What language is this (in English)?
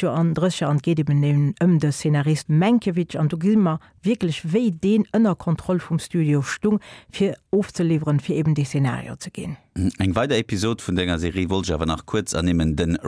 Luxembourgish